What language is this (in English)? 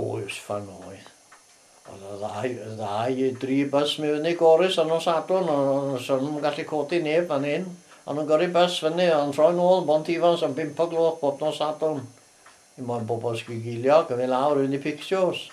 Welsh